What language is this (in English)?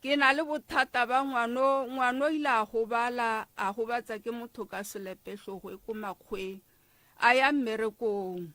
Northern Sotho